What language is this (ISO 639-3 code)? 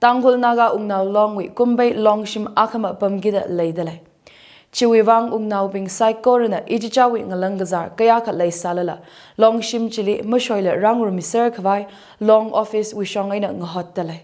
nmf